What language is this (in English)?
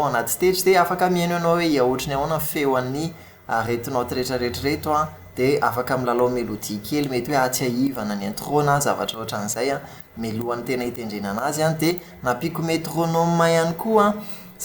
Malagasy